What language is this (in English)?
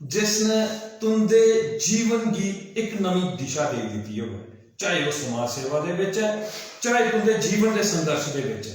Dogri